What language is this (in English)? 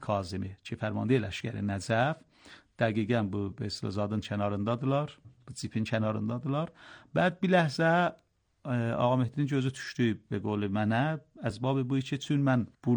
Azerbaijani